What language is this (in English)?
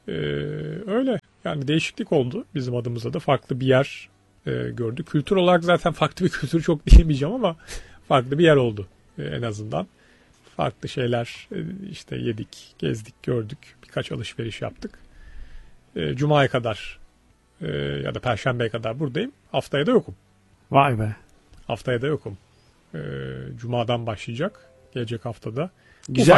Turkish